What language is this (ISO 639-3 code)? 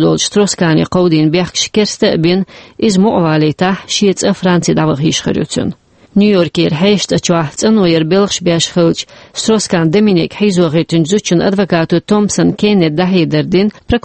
che